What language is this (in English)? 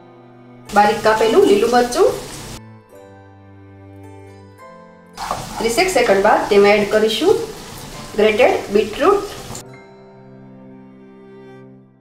Gujarati